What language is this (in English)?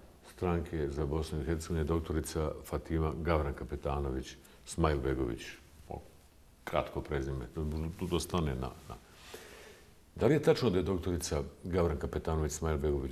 Bosnian